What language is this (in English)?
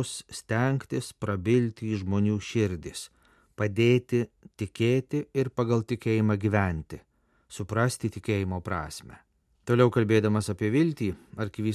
Lithuanian